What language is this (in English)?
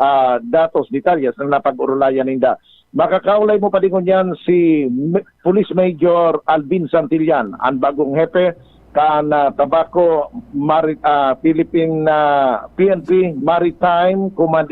Bikol